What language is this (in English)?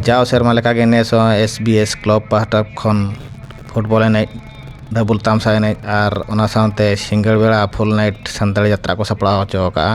Santali